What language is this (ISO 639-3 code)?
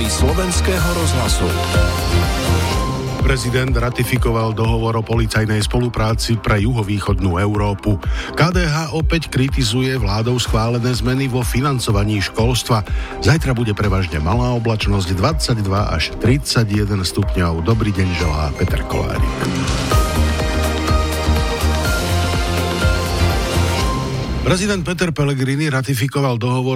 slk